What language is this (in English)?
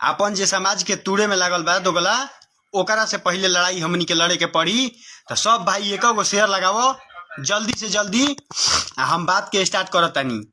Bhojpuri